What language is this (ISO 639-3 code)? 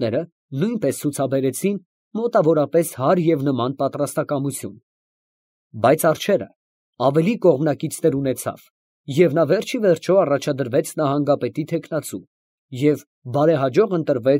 hye